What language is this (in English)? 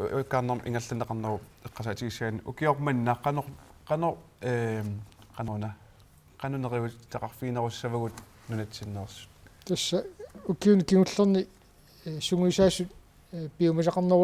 Kalaallisut